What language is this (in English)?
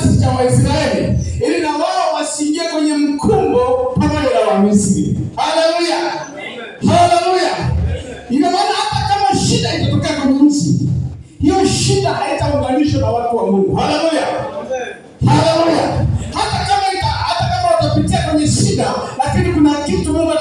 Swahili